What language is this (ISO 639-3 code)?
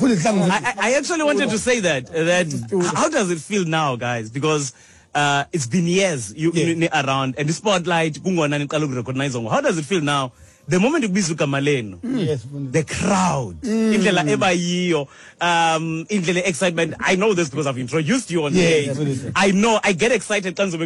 xho